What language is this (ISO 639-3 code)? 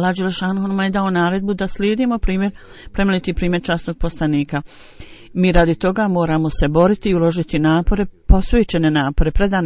bos